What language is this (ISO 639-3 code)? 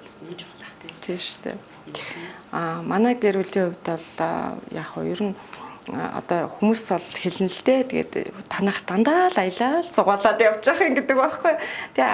mon